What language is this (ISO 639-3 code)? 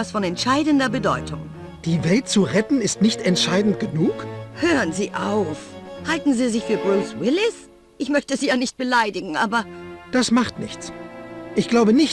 bar